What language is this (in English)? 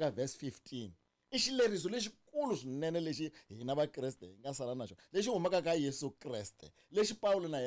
Tsonga